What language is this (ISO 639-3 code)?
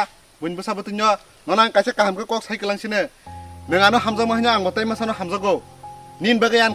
trp